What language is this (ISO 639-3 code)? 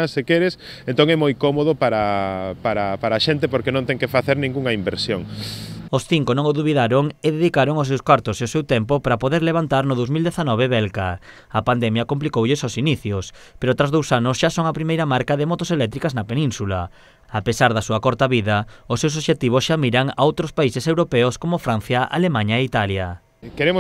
glg